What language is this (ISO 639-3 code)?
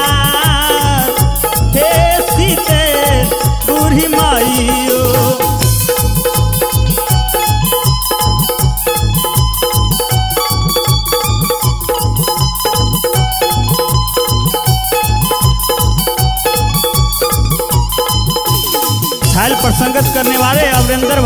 bho